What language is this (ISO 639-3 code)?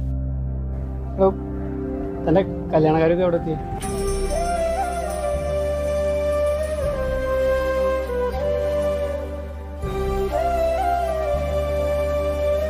mal